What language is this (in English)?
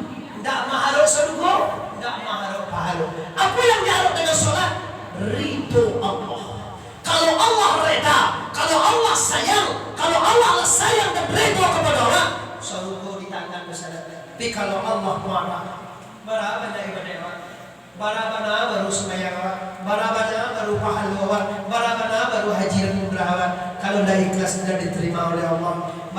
Minangkabau